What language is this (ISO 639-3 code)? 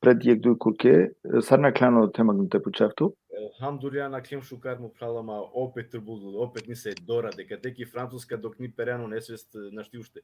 rmn